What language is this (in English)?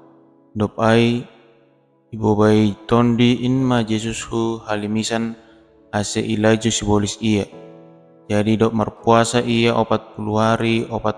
Batak Simalungun